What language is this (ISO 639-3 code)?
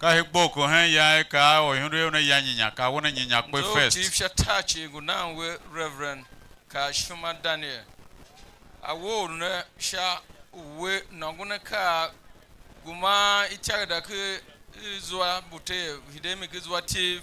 tiv